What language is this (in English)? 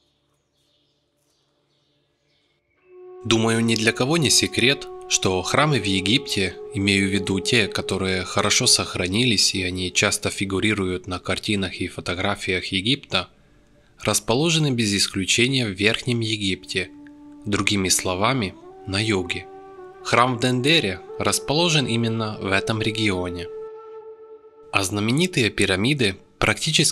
Russian